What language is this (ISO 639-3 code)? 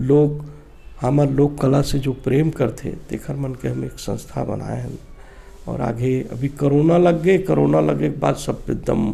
hne